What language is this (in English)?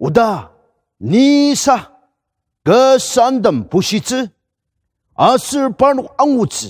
Ao Naga